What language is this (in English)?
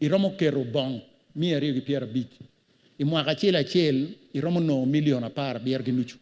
Acoli